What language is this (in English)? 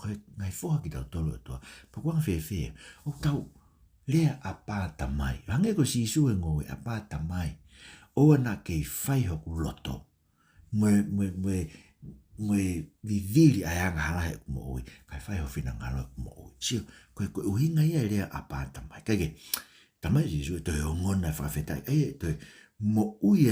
Tongan